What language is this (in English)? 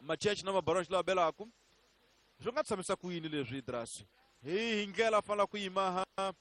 Tsonga